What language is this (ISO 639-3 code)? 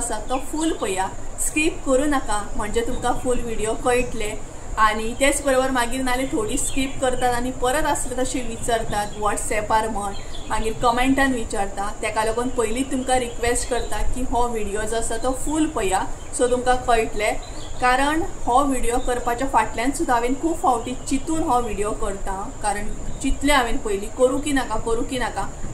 kok